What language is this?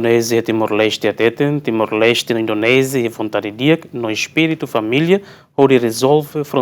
Tetum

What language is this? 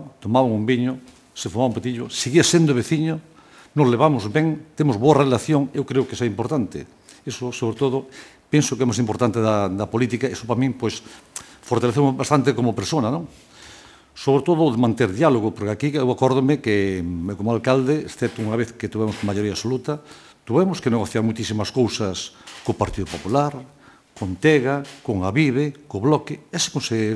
Galician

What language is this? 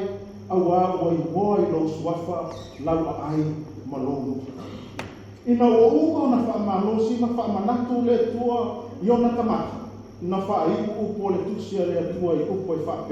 Samoan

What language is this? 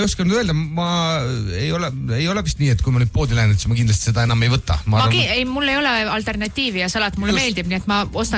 Estonian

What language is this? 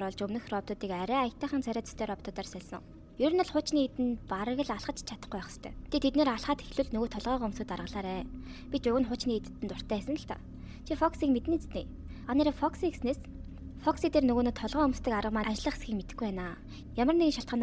Mongolian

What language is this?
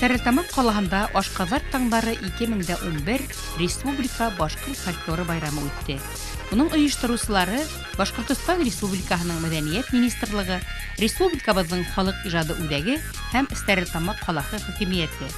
Bashkir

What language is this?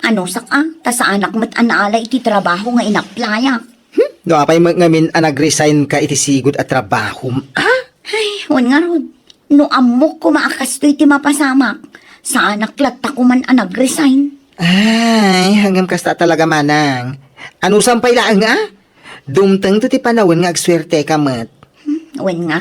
Iloko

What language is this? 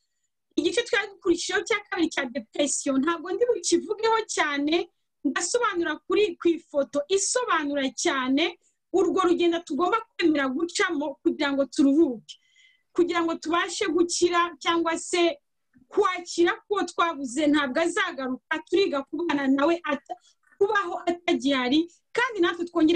Kinyarwanda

